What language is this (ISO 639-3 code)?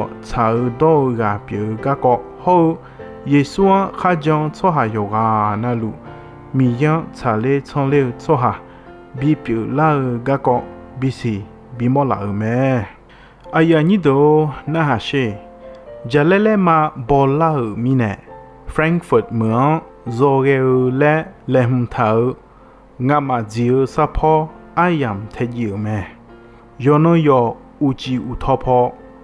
ahk